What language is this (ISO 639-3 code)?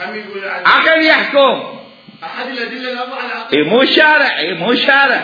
acm